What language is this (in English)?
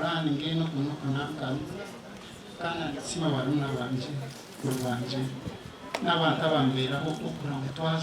Nyankole